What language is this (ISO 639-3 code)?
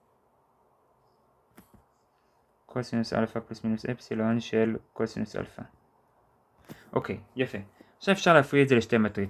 heb